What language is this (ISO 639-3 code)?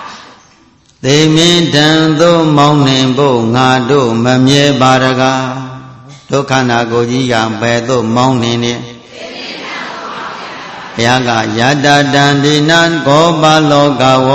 mya